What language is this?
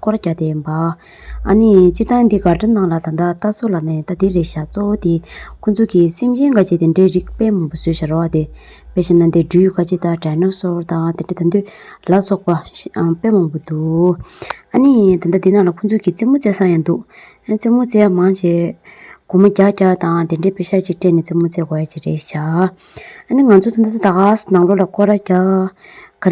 Tibetan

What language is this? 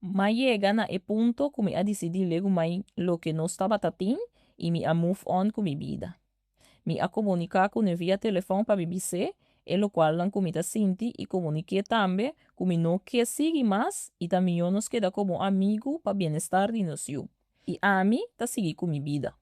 Papiamento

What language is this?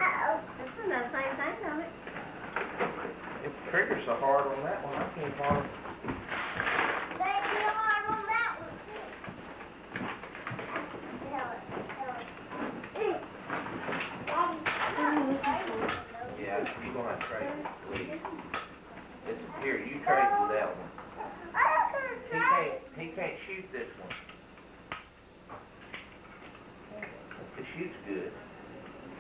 English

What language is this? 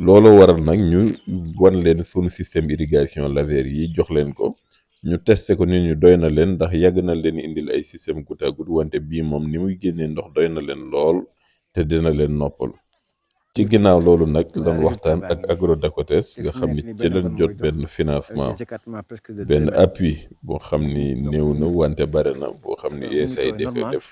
Wolof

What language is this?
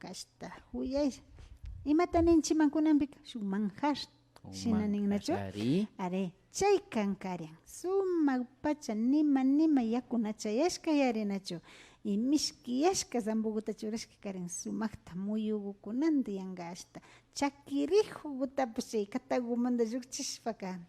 Imbabura Highland Quichua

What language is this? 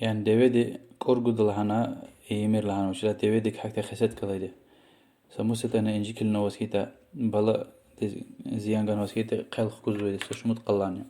Lezghian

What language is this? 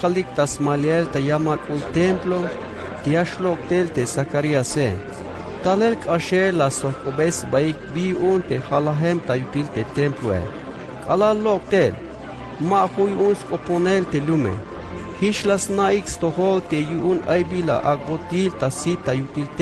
Tzeltal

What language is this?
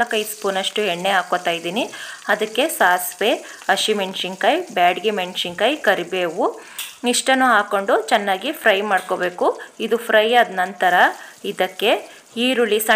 Kannada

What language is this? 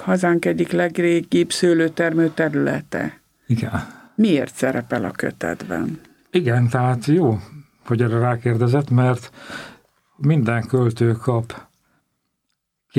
Hungarian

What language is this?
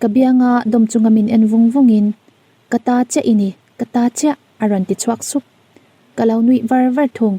Mizo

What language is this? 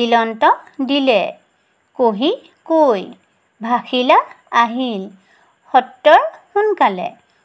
Assamese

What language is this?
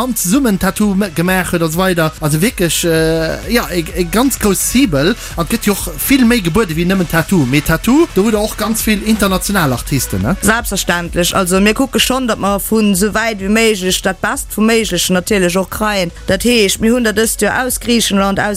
Luxembourgish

